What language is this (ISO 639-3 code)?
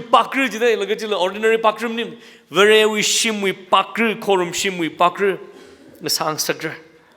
nmf